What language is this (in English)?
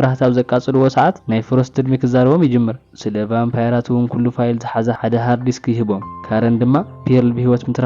Tigrinya